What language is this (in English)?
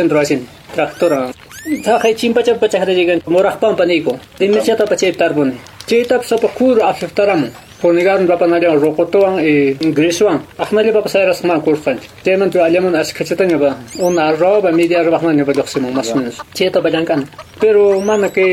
Quechua